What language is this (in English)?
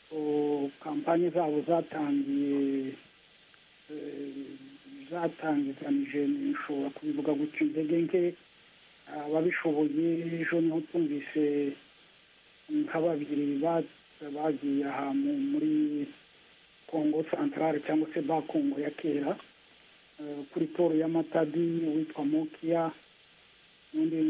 Kinyarwanda